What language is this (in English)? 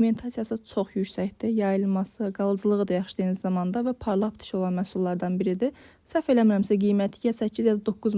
Azerbaijani